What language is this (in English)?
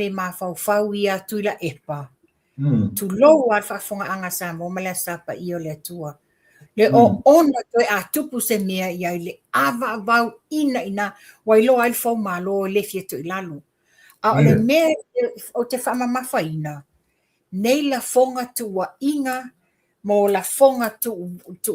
Samoan